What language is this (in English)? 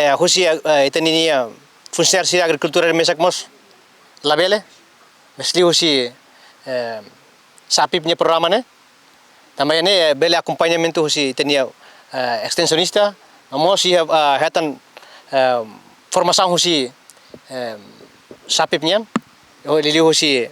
Tetum